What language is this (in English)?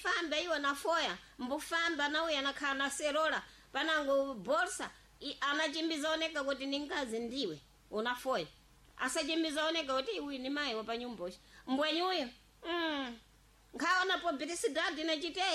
Sena